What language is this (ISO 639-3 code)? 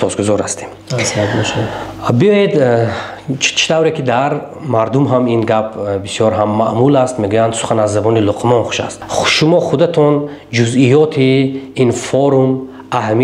tgk